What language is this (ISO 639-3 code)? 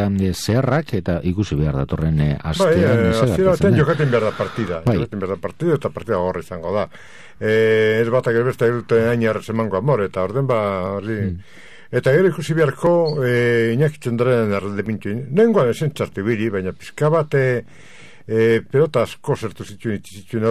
eus